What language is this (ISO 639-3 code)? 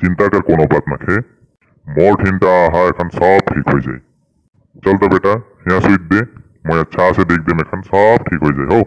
sck